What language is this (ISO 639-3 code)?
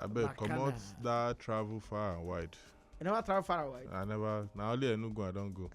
pcm